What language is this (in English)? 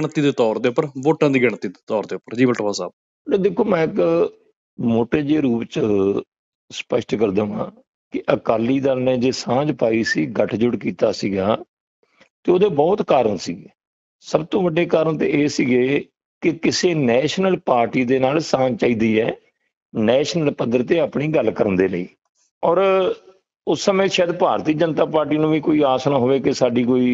Punjabi